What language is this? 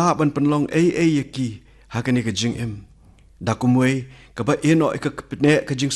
Khasi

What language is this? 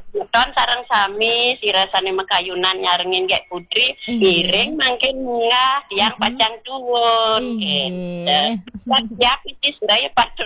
Balinese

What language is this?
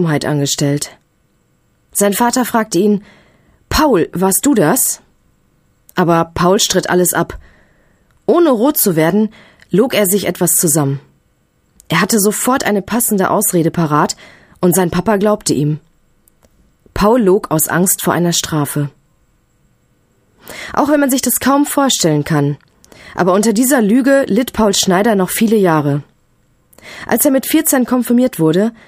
German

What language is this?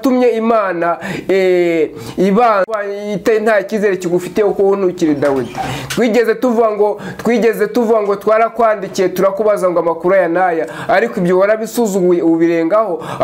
Kinyarwanda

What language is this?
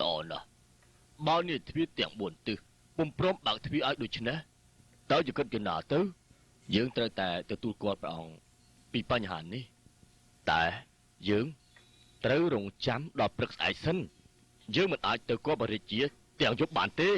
Khmer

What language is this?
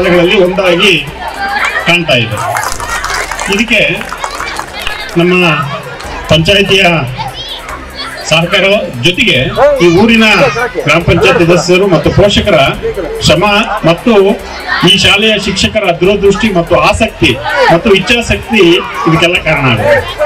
Kannada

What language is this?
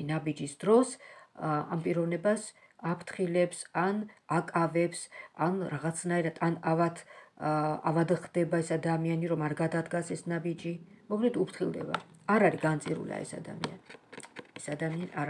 Georgian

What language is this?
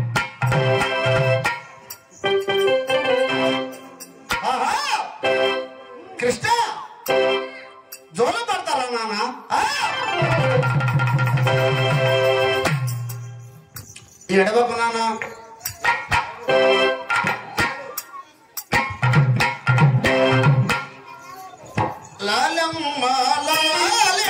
Telugu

